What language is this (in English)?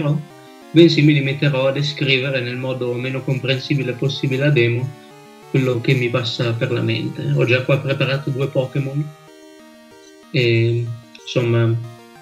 Italian